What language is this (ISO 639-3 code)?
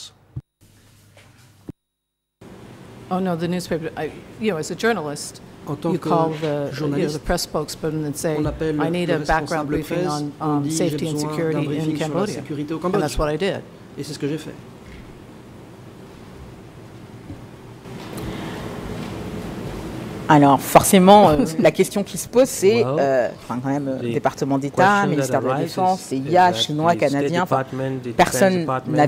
fra